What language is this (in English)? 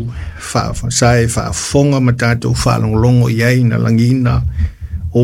Samoan